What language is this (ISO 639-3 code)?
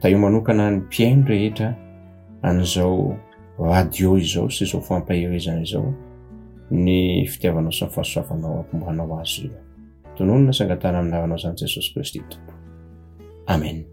mlg